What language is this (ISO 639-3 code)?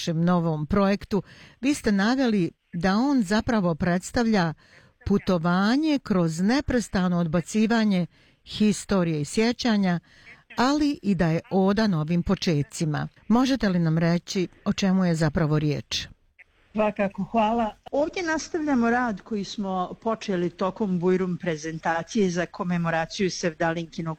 bos